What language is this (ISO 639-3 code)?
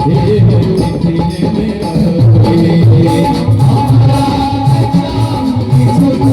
mai